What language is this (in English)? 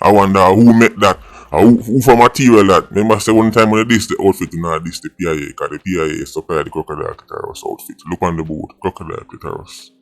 Jamaican Creole English